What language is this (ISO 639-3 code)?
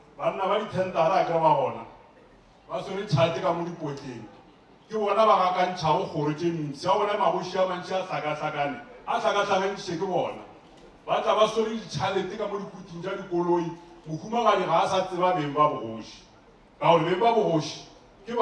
nso